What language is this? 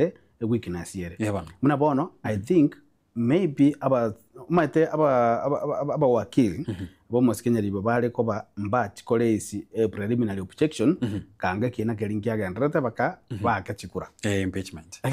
Gusii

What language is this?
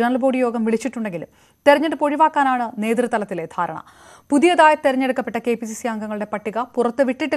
Malayalam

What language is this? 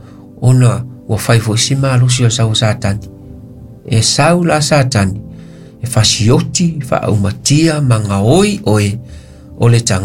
Samoan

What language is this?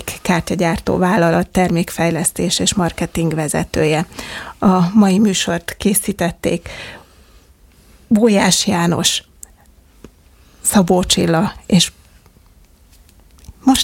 Hungarian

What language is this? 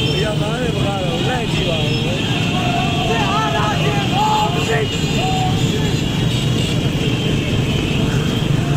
Burmese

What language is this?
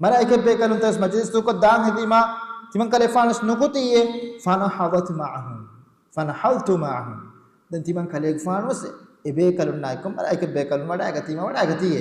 Divehi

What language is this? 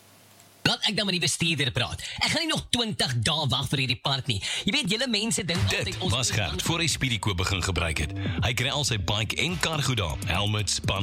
Afrikaans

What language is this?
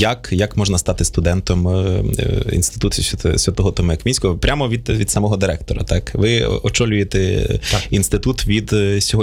Ukrainian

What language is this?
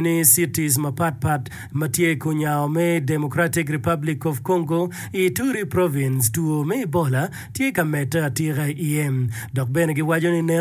Acoli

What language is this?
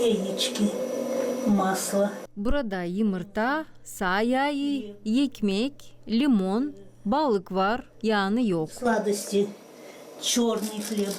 Gagauz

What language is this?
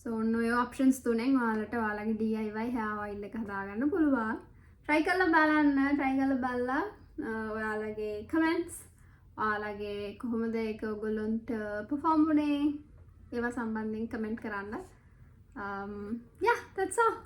Sinhala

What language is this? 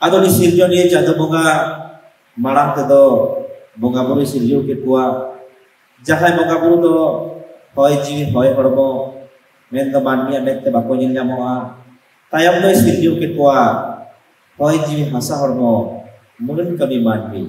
Santali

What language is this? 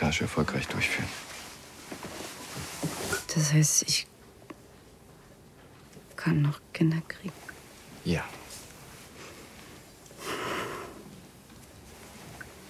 German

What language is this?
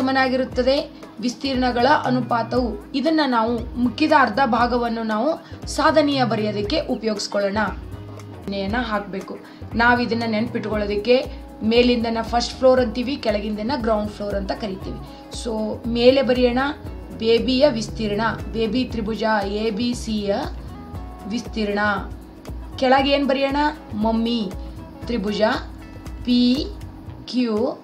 Kannada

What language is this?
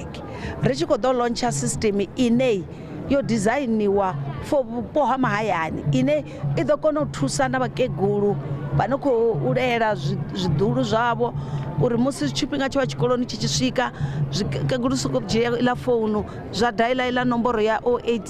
Venda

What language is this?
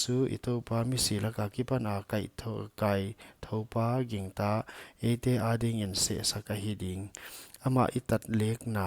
Paite Chin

